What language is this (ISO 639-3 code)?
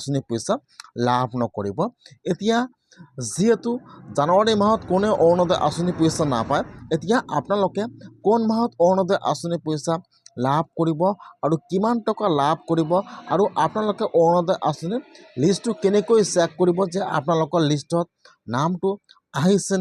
asm